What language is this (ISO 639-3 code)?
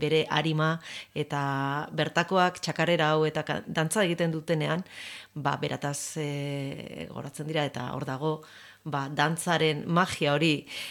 eus